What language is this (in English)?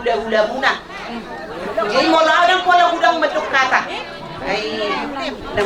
Batak Toba